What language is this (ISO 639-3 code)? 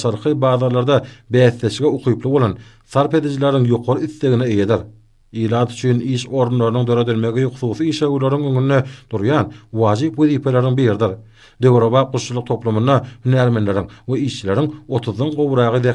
tuk